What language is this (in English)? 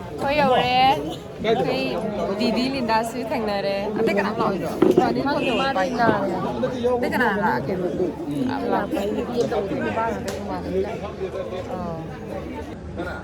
Manipuri